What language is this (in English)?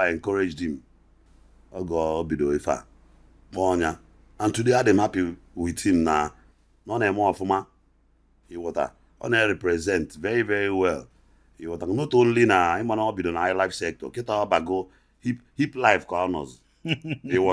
Igbo